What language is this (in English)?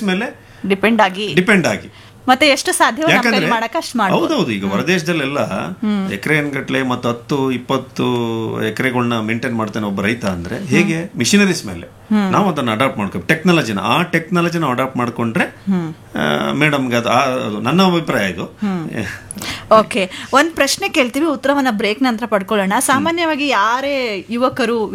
Kannada